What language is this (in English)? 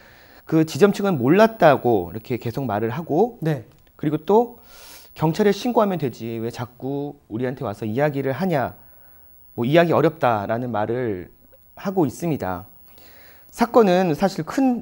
Korean